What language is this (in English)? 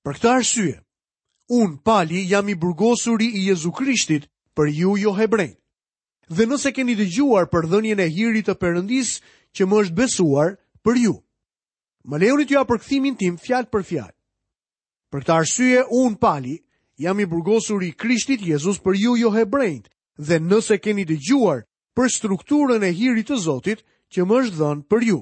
Albanian